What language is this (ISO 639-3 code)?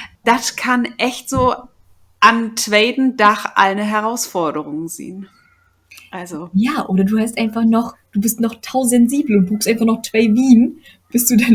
nds